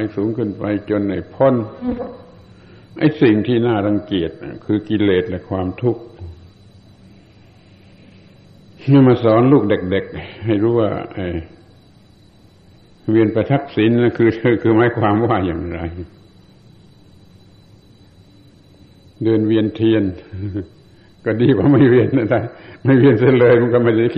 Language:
Thai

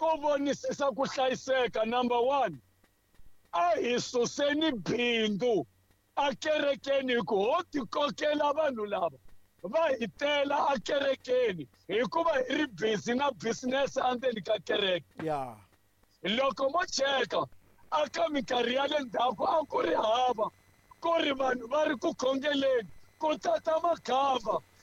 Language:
Tsonga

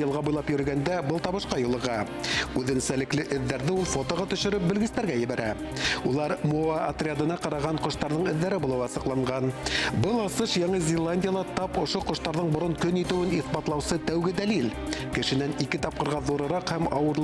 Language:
Bashkir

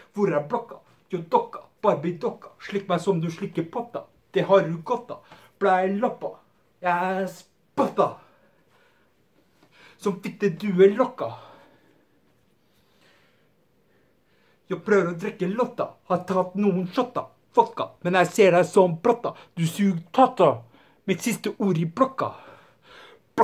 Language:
Norwegian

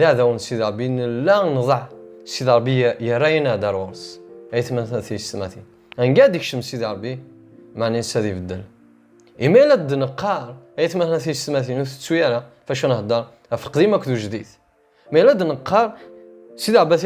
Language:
Kabyle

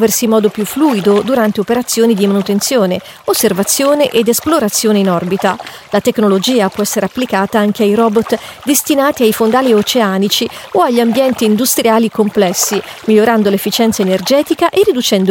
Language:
Italian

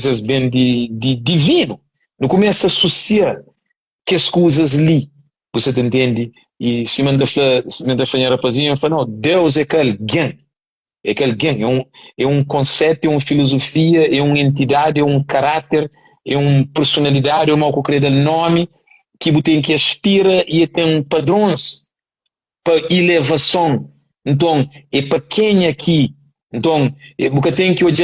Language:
Kabuverdianu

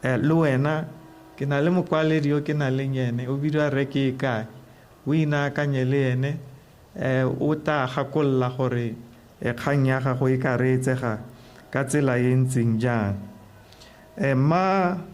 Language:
Tswana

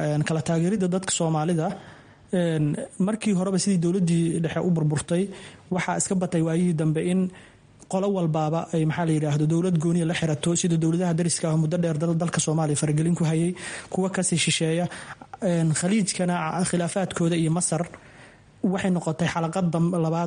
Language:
Somali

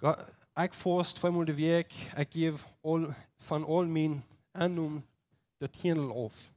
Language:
Plautdietsch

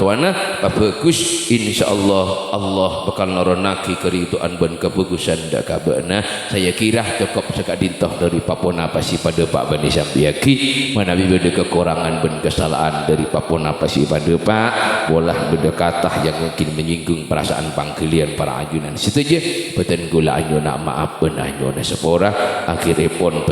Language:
Madurese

